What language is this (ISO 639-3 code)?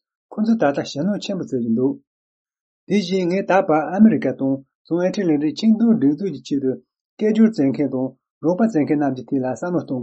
bod